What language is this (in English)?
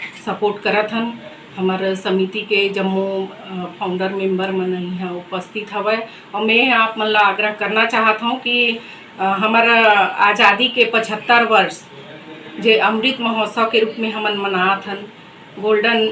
Chhattisgarhi